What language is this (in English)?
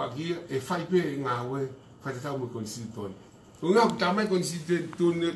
Tongan